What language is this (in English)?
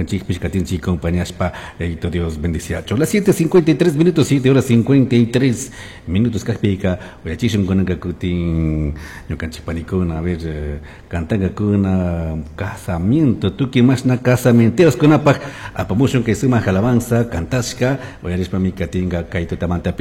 Chimborazo Highland Quichua